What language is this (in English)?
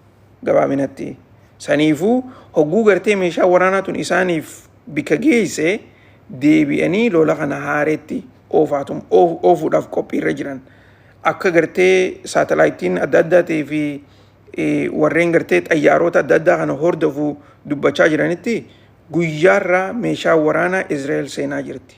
Oromo